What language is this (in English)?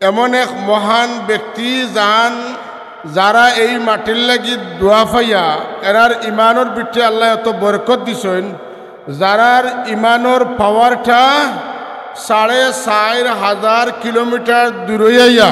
Sylheti